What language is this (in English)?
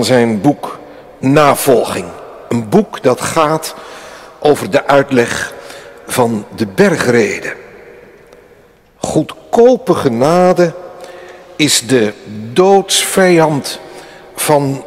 Dutch